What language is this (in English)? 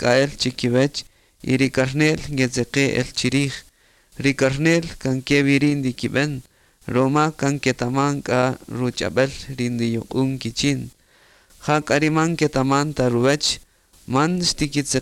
Kaqchikel